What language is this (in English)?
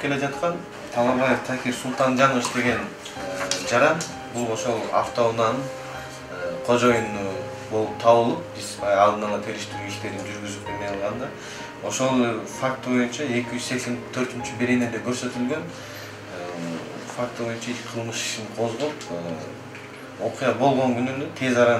Kyrgyz